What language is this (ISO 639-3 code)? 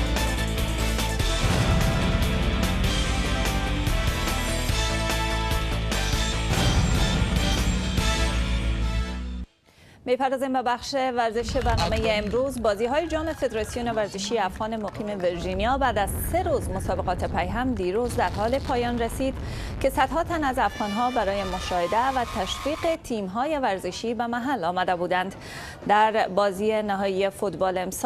fas